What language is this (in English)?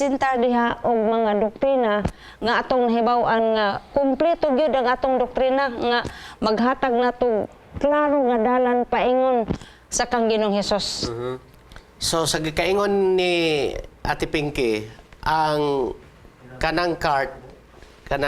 Cebuano